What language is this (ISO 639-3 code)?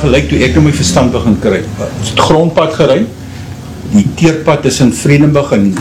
afr